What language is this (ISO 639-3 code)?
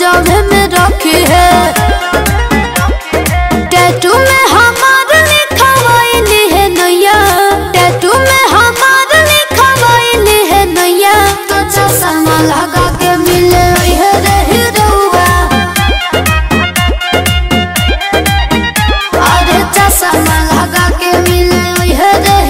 bho